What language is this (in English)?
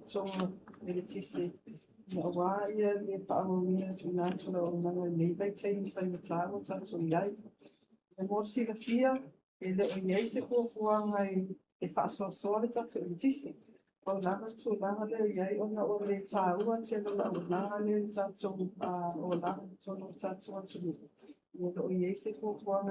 Samoan